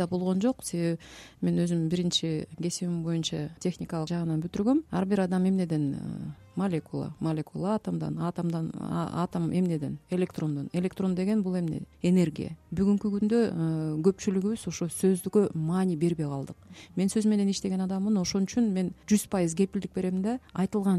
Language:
Kyrgyz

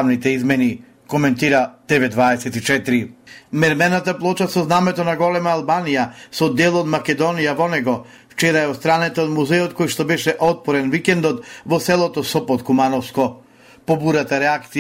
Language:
Macedonian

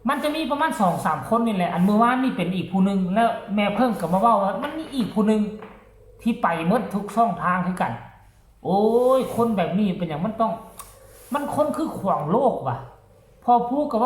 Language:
Northeastern Thai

